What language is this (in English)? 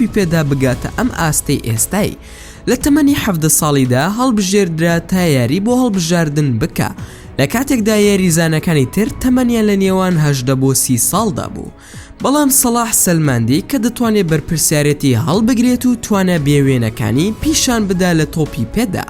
Central Kurdish